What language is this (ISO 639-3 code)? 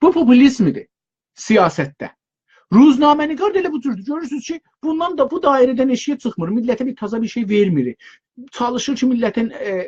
azb